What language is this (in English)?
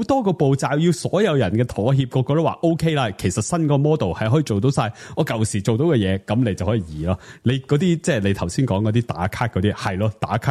Cantonese